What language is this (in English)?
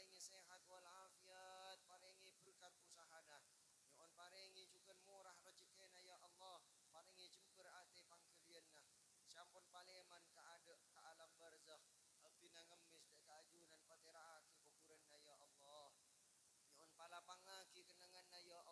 Madurese